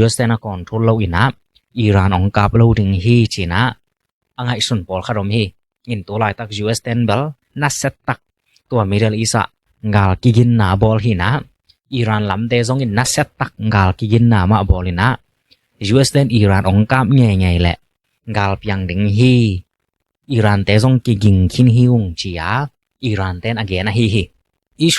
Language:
Tedim Chin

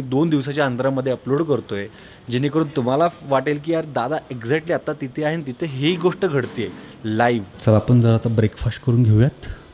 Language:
Marathi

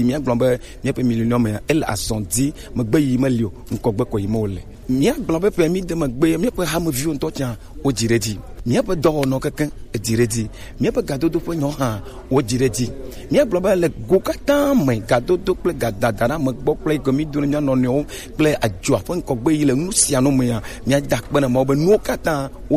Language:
Gen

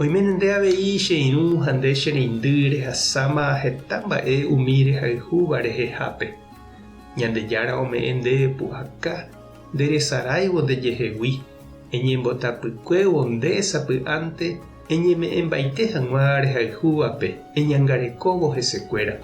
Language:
Guarani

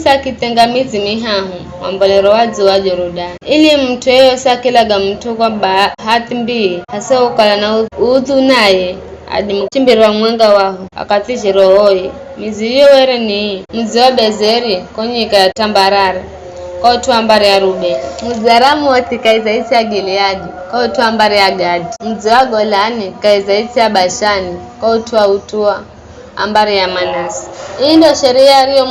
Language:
Giryama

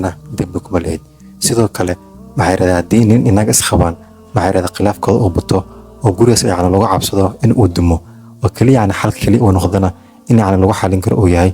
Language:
Somali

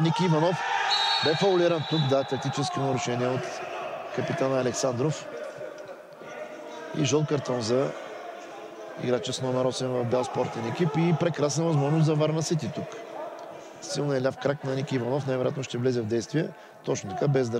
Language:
Bulgarian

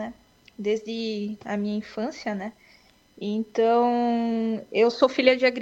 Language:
Portuguese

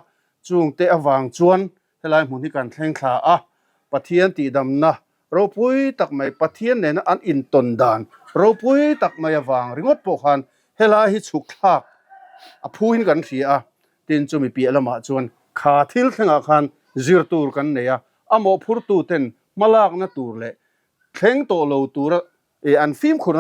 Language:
Mizo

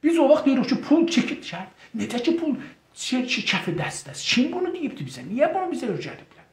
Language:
South Azerbaijani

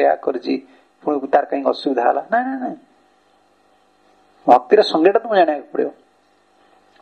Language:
Odia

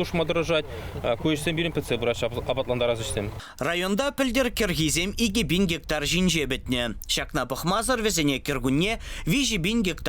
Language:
Chuvash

